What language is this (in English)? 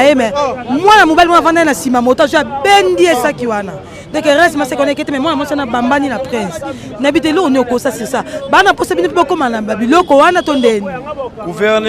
Lingala